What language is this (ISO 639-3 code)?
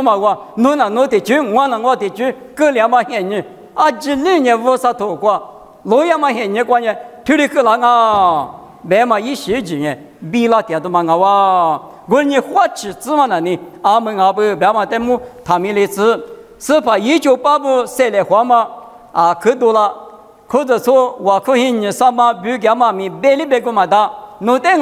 lis